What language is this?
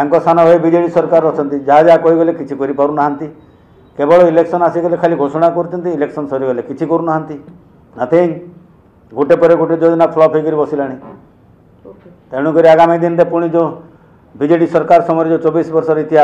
Odia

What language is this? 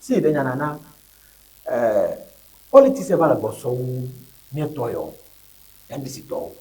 Ewe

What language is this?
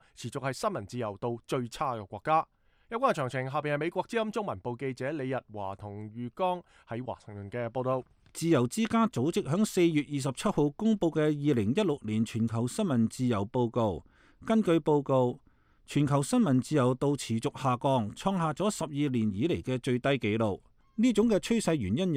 Cantonese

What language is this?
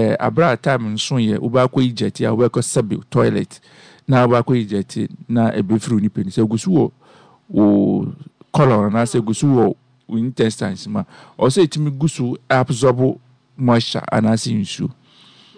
Akan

